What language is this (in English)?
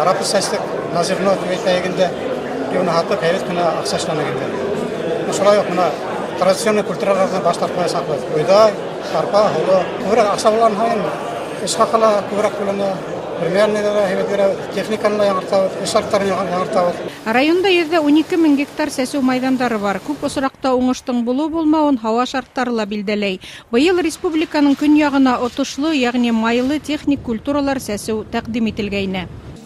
Bashkir